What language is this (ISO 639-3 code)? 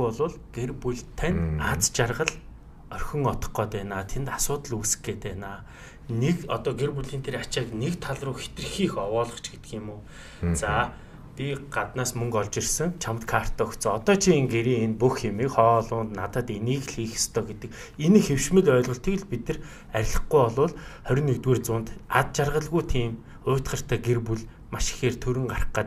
mon